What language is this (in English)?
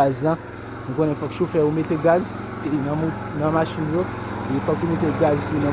Haitian Creole